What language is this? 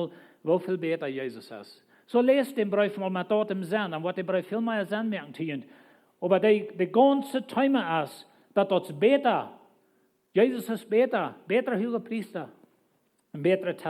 Plautdietsch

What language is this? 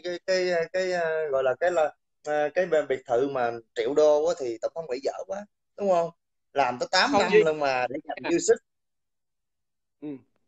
Vietnamese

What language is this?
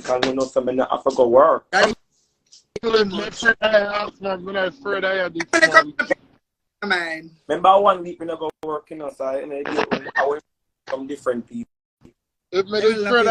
Jamaican Creole English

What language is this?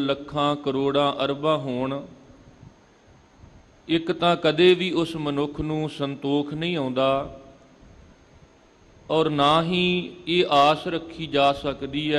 Punjabi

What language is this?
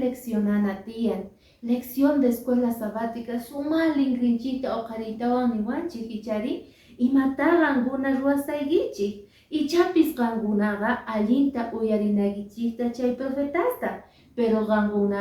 Quechua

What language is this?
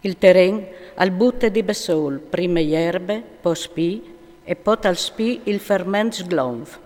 Friulian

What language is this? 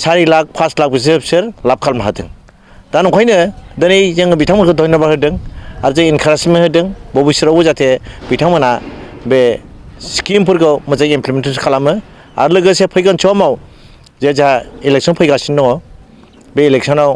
Bodo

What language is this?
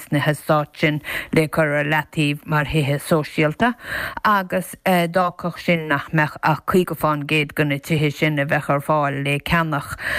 Irish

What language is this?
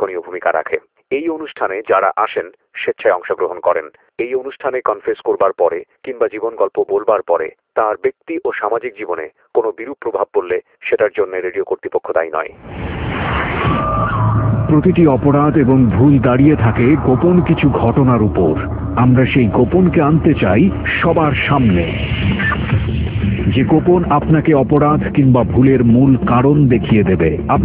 Bangla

